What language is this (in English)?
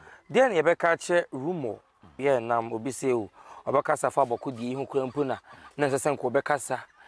Akan